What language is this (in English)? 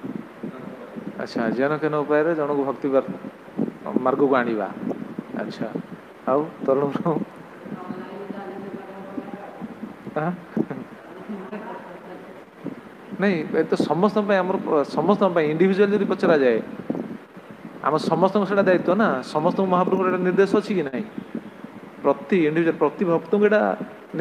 Odia